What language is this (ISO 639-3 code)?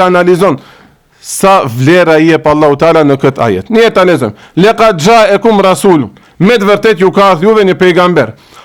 sqi